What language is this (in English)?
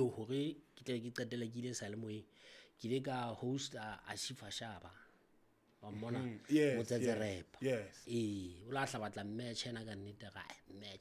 Southern Sotho